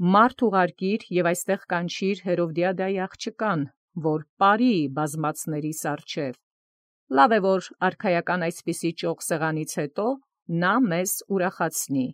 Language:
Armenian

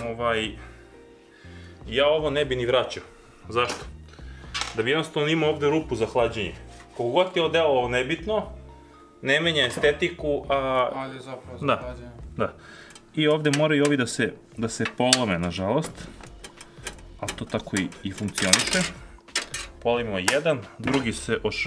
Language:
Serbian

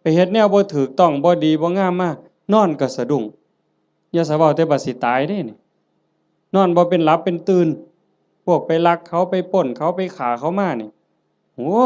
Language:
Northeastern Thai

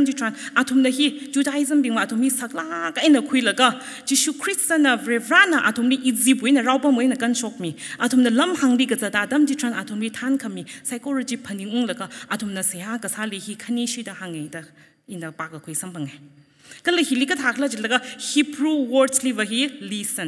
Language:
Tangkhul Naga (India)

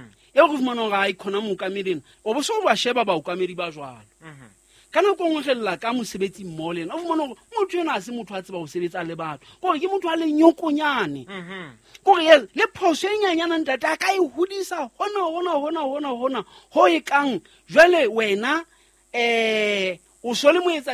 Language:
Southern Sotho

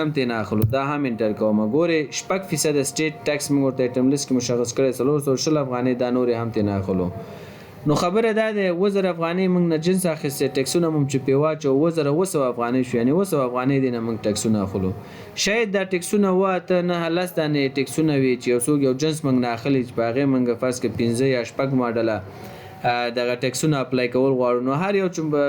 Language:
Pashto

